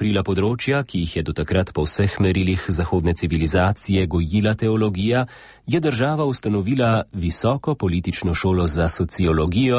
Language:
Slovenian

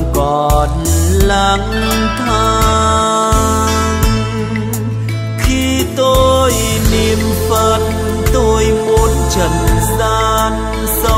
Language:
Vietnamese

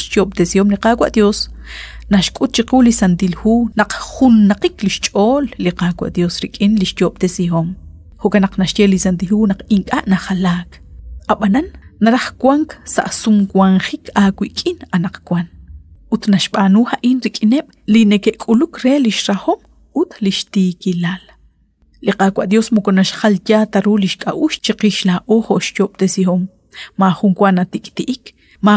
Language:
Kekchí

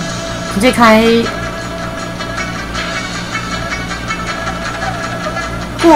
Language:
Chinese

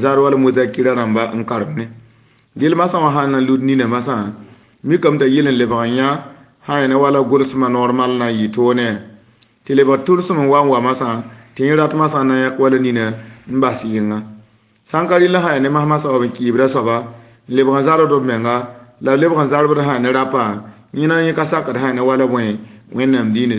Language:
Mossi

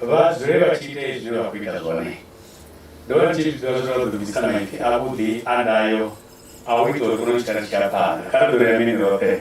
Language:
Venda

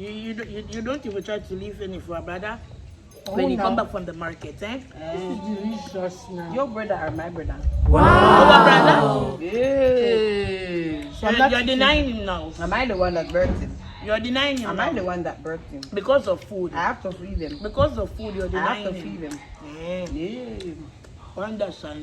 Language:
Jamaican Creole English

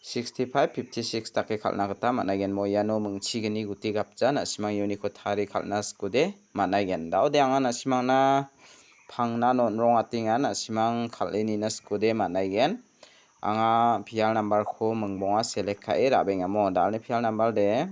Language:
Garo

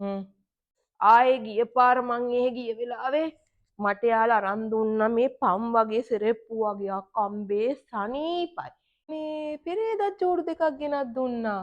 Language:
Sinhala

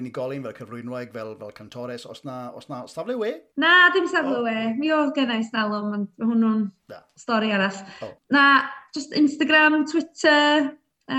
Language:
Welsh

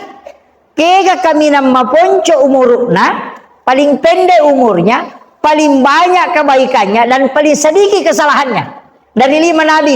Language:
Buginese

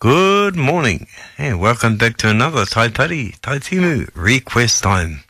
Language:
Māori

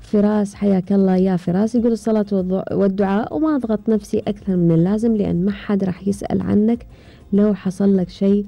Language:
Gulf Arabic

